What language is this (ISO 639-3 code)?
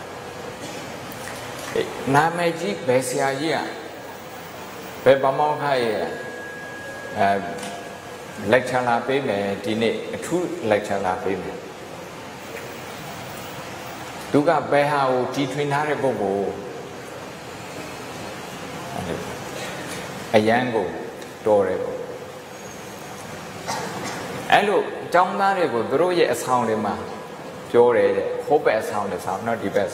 mya